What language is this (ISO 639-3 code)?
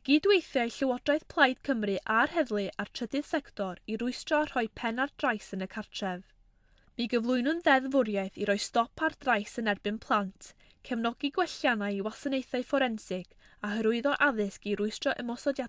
cym